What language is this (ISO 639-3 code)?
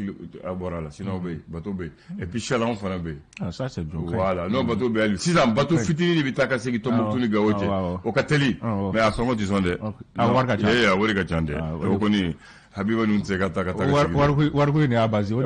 bam